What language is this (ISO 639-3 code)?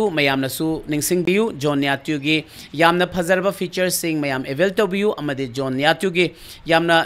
mni